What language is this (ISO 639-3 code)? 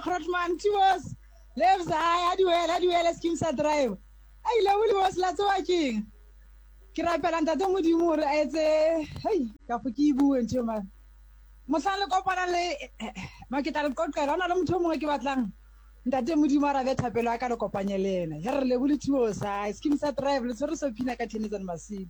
sot